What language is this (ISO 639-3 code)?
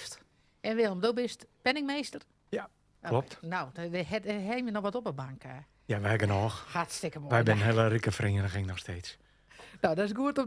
fry